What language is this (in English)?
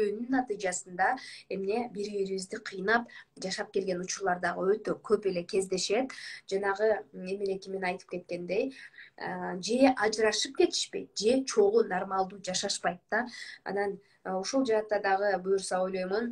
Kyrgyz